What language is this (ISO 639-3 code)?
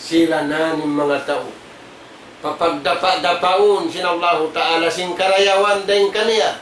tsg